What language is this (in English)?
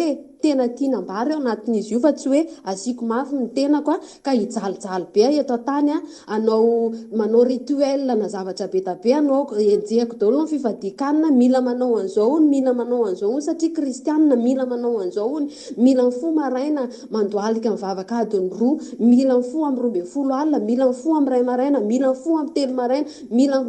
Malagasy